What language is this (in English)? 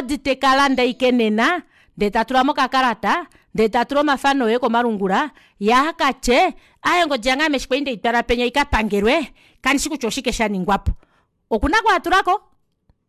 Kuanyama